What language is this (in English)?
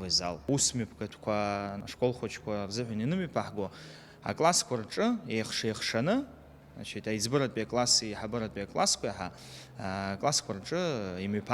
Abkhazian